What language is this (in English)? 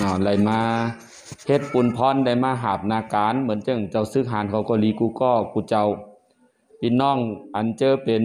Shan